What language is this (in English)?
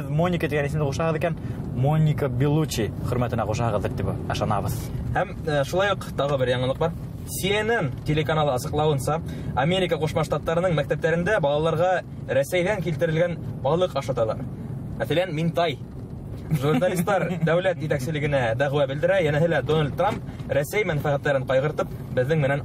Bashkir